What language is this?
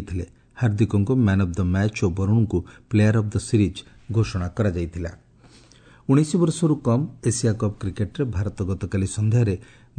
Odia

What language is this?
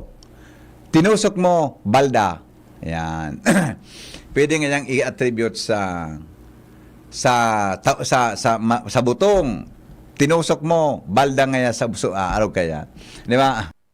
Bikol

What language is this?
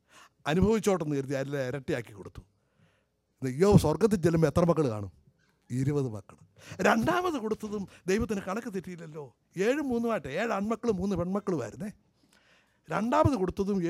Malayalam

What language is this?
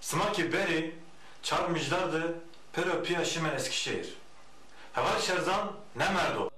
Zaza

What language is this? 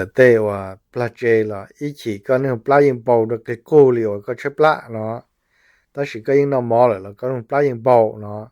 Hmong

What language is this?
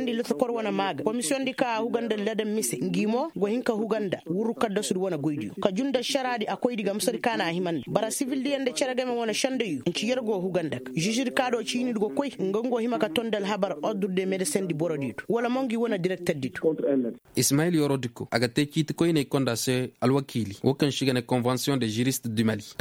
Koyraboro Senni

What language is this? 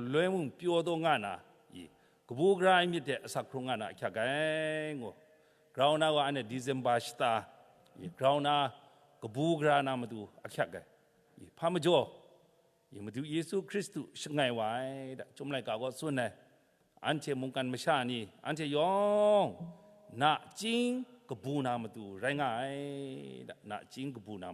Kachin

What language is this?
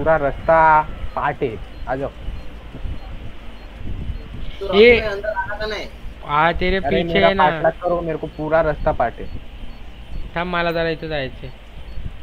Marathi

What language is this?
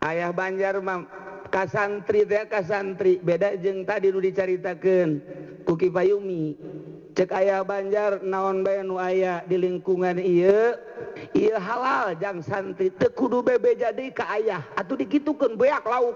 Sundanese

